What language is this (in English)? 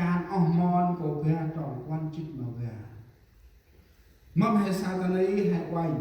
Central Mnong